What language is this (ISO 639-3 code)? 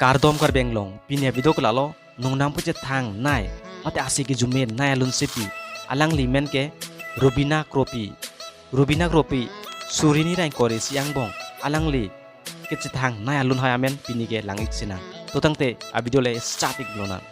mjw